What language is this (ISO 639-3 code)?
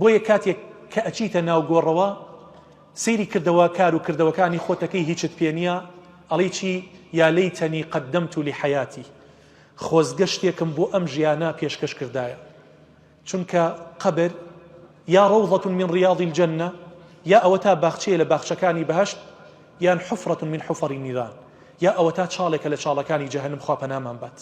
ckb